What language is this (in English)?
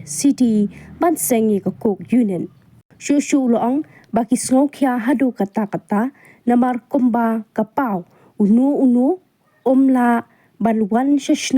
Khasi